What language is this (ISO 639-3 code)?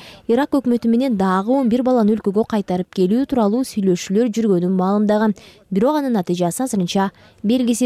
kir